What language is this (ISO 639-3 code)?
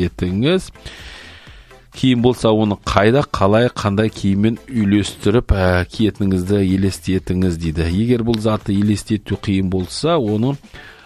kaz